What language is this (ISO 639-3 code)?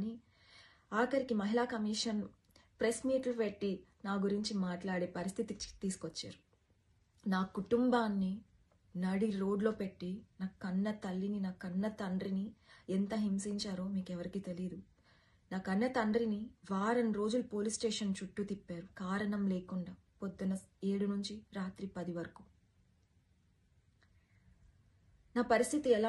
tel